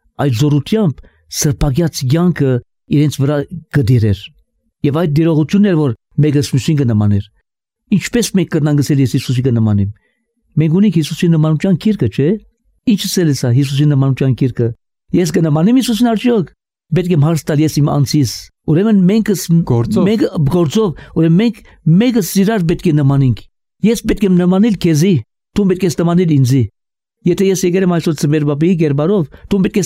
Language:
Armenian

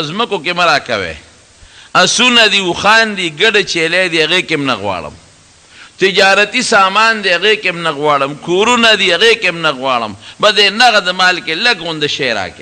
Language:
Pashto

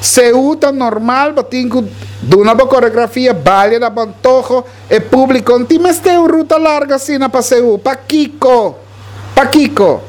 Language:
Papiamento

